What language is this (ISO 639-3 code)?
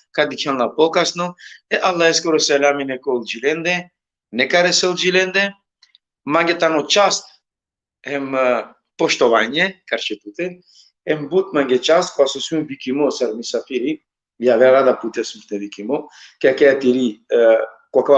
rmn